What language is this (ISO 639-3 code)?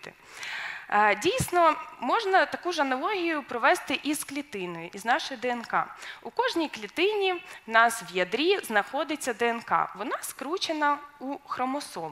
ukr